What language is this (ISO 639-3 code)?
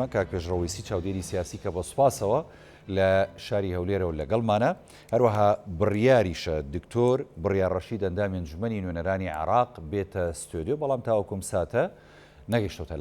ckb